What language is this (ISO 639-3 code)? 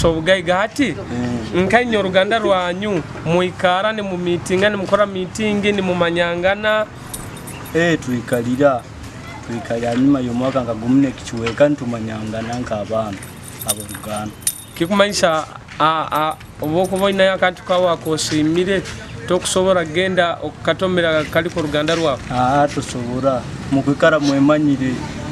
nyo